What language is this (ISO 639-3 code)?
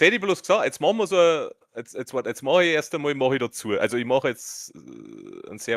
bar